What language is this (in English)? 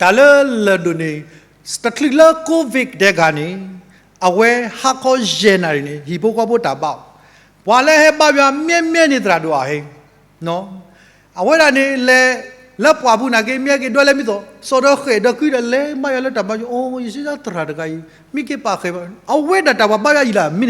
S'gaw Karen